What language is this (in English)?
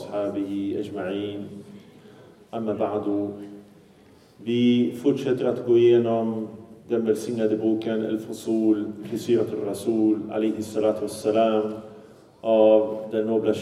Swedish